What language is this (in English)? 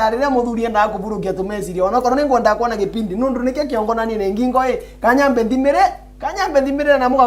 Meru